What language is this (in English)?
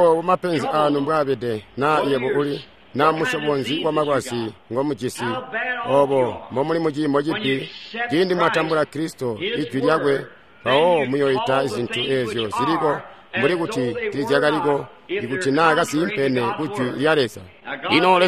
Tonga (Zambia)